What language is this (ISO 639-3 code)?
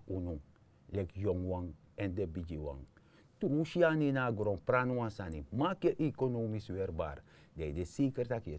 srn